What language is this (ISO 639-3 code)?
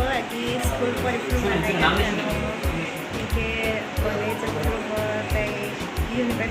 trp